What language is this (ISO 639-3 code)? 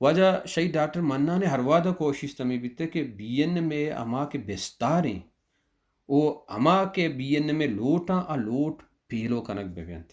bal